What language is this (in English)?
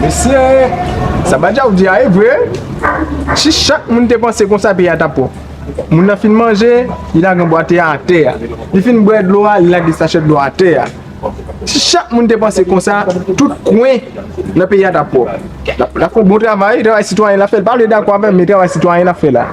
Haitian Creole